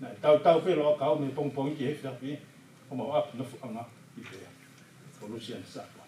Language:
Tongan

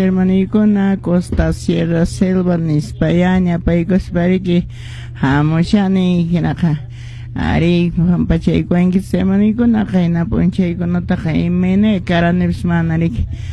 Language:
Quechua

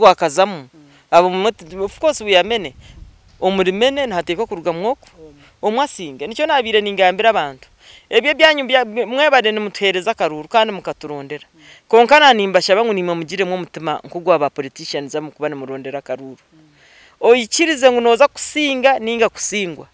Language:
Nyankole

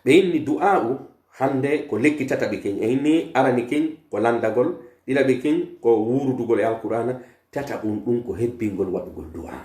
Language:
Pular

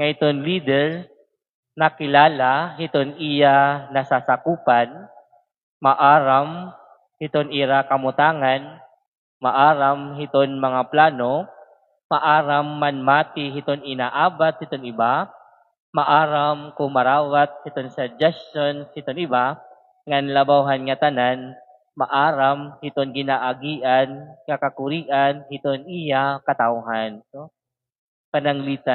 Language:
Waray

